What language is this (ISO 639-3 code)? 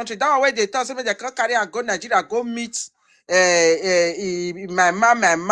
pcm